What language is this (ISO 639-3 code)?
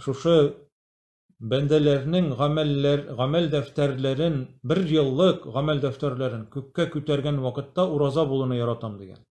tat